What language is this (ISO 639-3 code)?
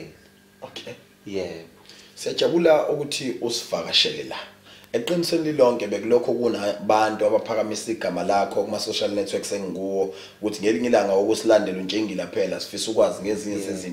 zul